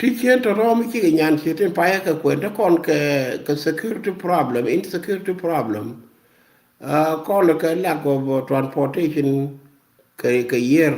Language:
Nuer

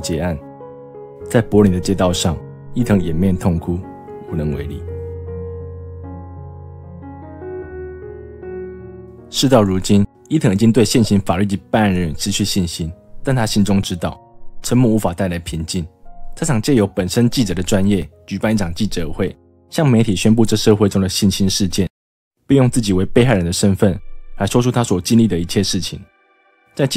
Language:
Chinese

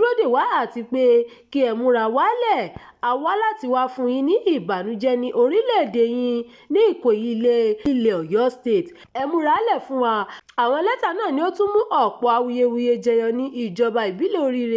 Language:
Yoruba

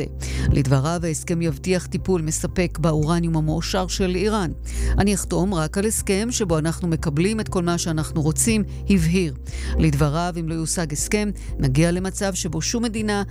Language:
Hebrew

